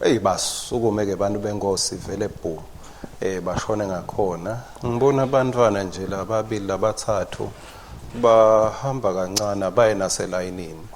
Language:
Swati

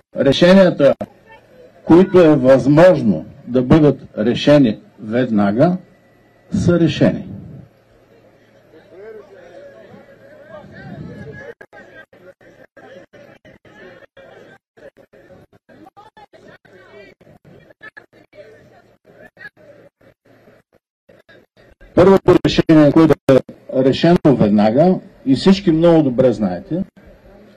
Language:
Bulgarian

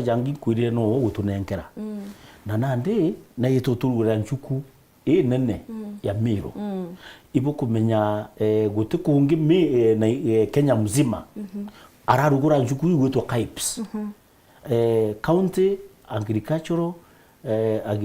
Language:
Meru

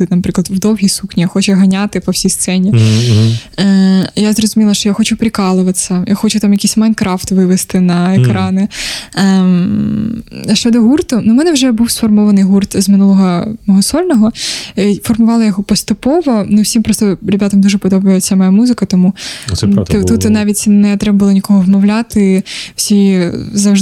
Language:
Ukrainian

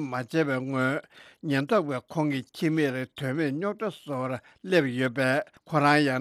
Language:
Tibetan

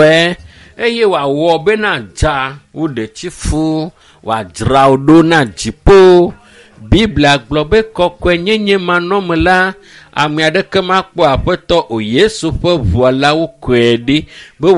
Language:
Ewe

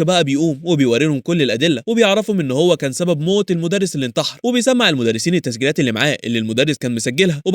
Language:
Egyptian Arabic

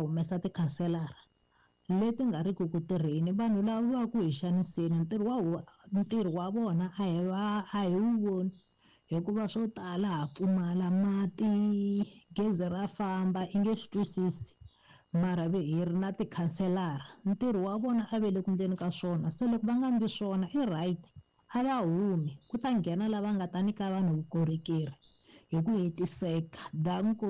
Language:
Tsonga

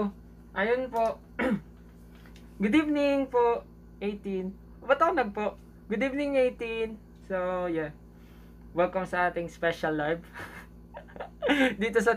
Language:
Filipino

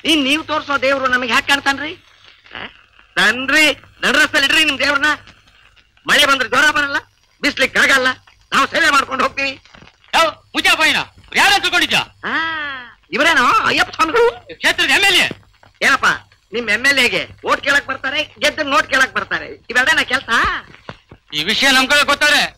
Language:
Kannada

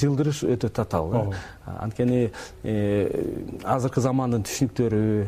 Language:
Kyrgyz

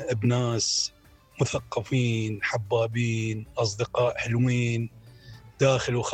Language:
Mesopotamian Arabic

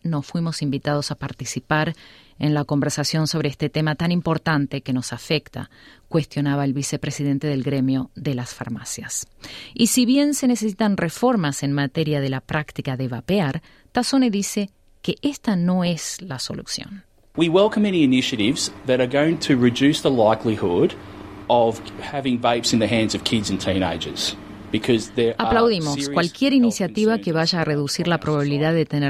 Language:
Spanish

